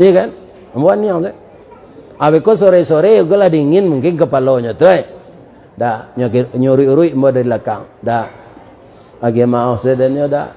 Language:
Minangkabau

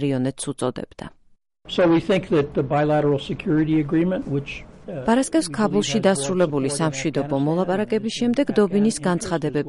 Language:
Georgian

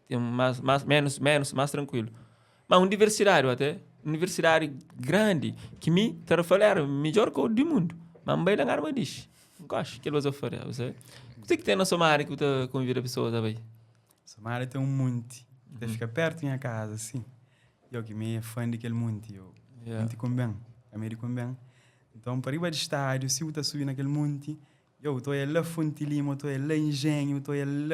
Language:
Kabuverdianu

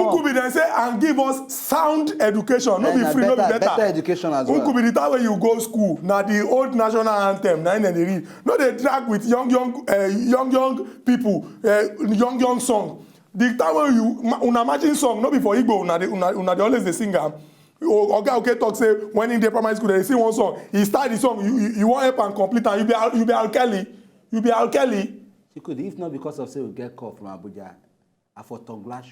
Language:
Nigerian Pidgin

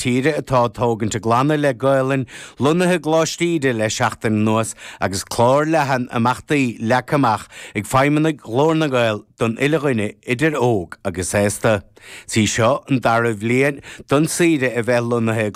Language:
Irish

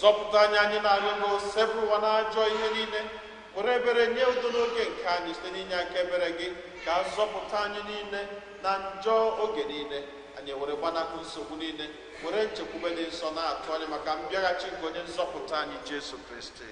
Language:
Igbo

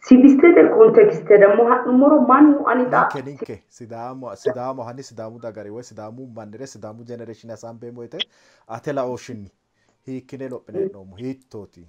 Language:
Sidamo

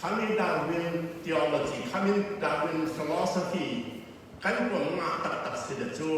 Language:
Falam Chin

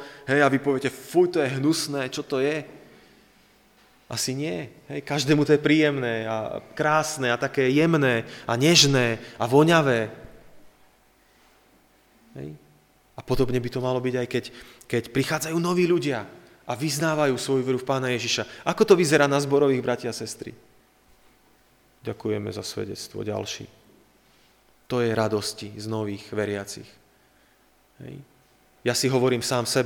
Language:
Slovak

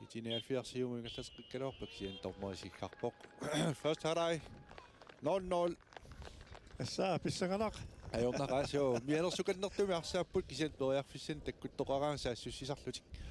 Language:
Kalaallisut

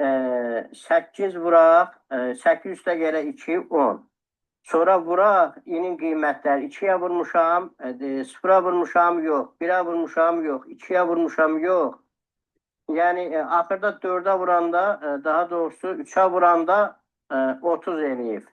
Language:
Azerbaijani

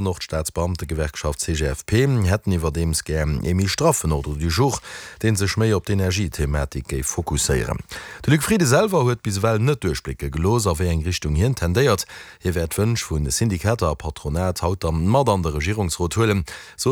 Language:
Luxembourgish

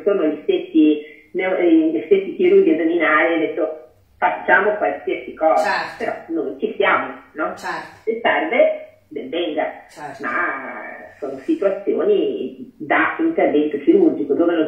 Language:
Italian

